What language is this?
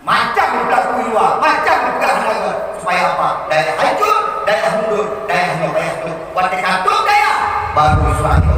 Achinese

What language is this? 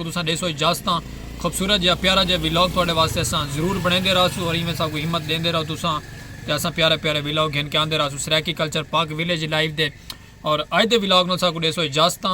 Saraiki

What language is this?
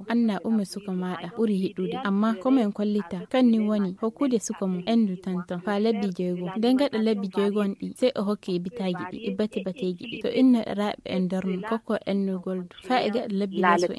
Nigerian Fulfulde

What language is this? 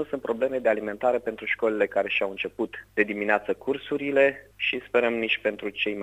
Romanian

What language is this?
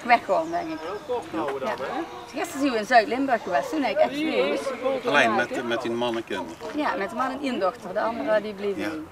Limburgish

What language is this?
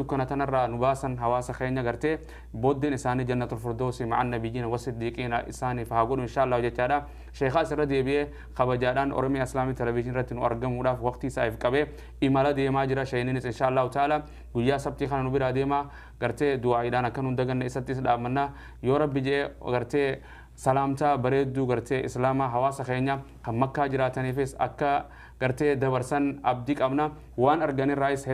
Oromo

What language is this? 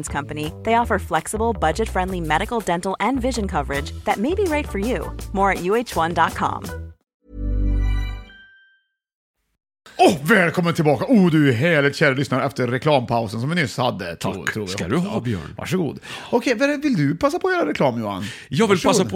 Swedish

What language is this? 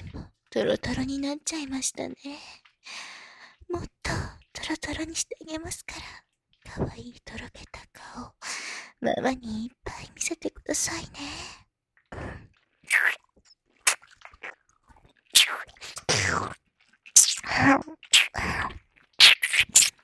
Japanese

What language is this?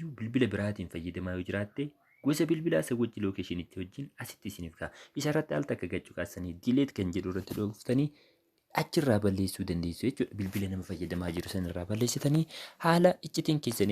Oromo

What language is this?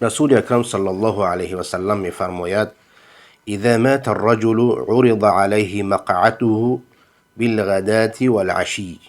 Persian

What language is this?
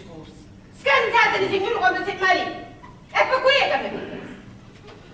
Sicilian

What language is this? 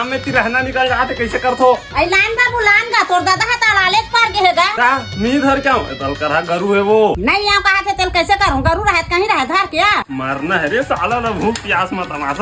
Chhattisgarhi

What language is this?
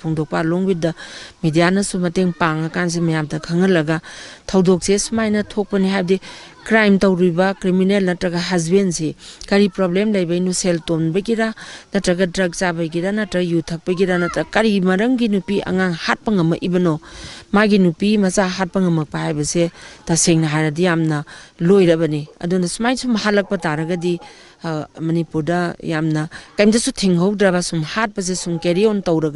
Manipuri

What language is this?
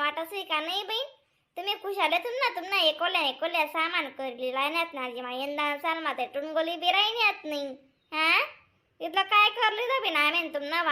Khandesi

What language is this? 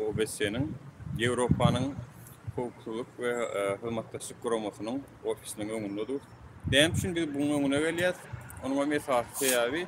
Turkmen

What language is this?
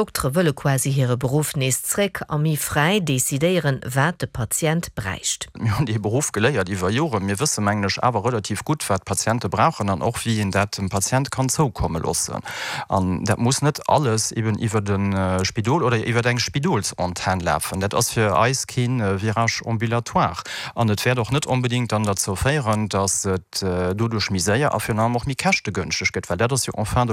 Luxembourgish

